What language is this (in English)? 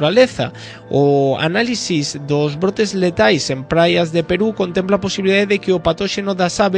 Galician